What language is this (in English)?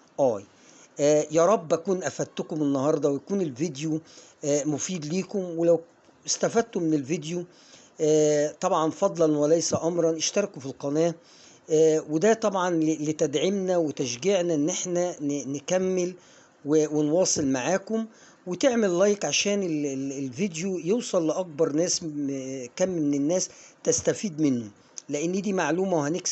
Egyptian Arabic